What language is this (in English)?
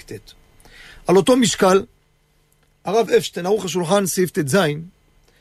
Hebrew